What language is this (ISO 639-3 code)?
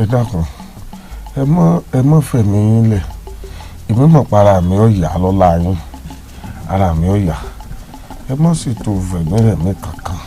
yor